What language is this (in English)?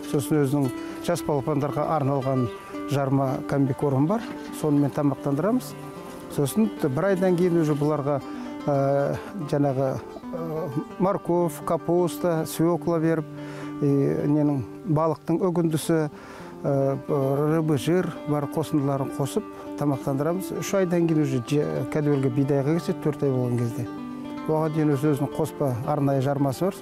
Kazakh